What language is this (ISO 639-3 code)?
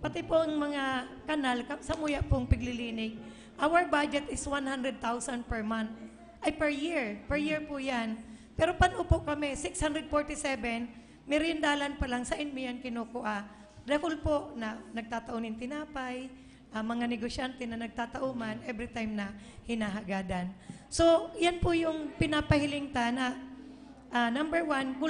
bik